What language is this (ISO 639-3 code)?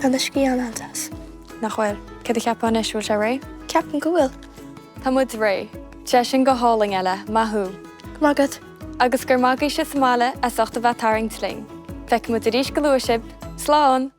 gle